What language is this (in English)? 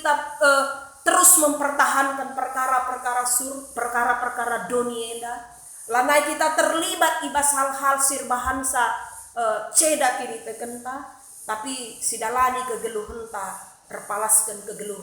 Batak Karo